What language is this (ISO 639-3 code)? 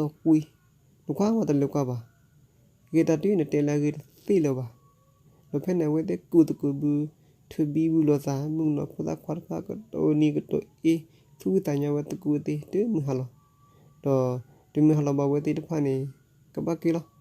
ksw